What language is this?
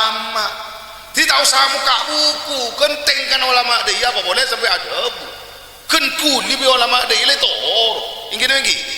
Madurese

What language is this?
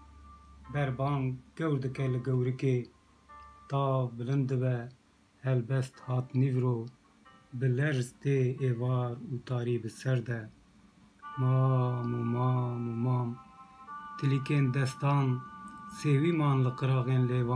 Kurdish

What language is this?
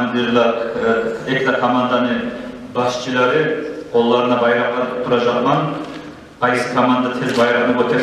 Kumyk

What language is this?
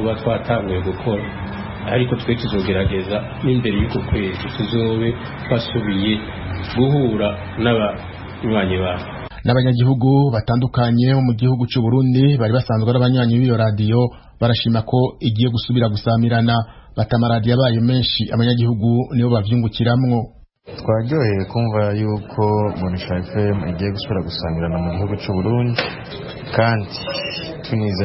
Rundi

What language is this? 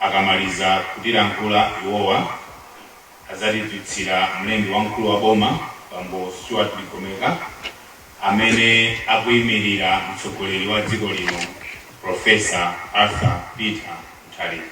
Nyanja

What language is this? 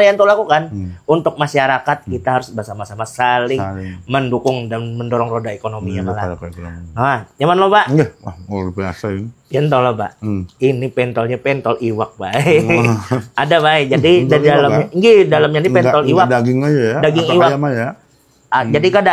Banjar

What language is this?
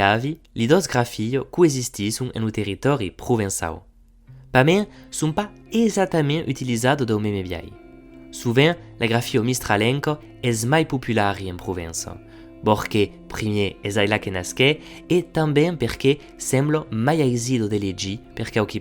Occitan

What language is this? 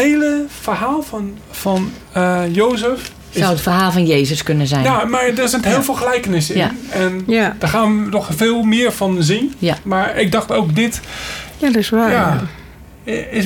Dutch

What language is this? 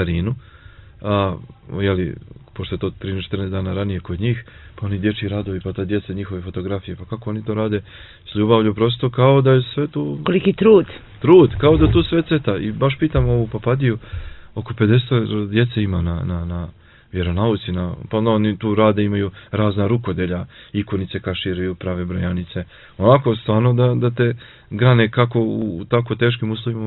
Serbian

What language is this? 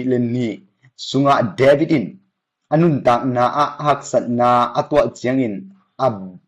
Tedim Chin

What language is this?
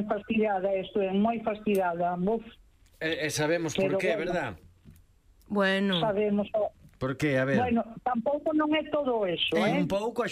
Galician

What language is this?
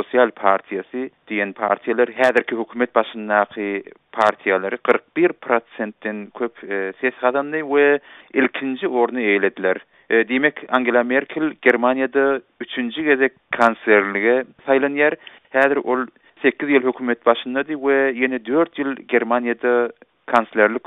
Turkmen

